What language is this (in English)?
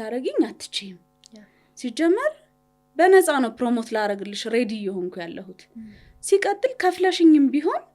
Amharic